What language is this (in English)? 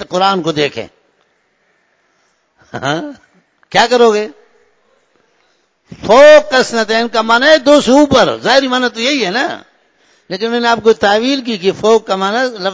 Urdu